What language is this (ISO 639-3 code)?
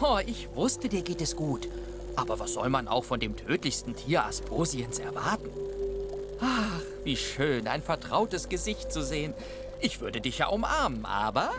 gsw